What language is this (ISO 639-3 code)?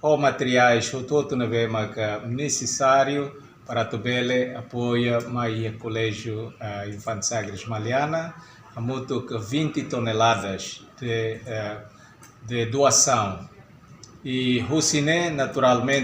tet